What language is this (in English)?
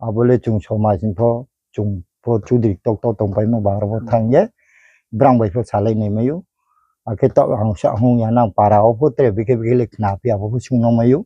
Riang (India)